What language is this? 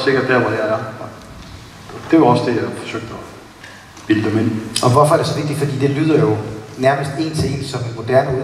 Danish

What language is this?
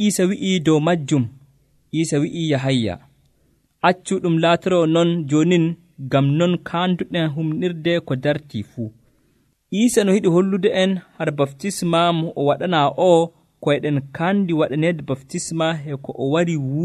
Nigerian Fulfulde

